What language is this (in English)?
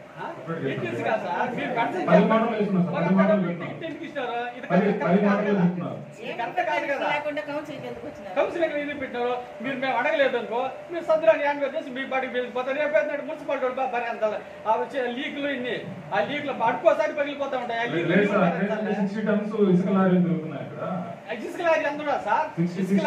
Telugu